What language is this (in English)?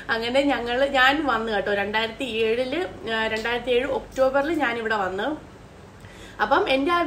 Malayalam